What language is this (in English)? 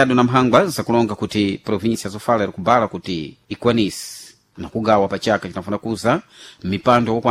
Sena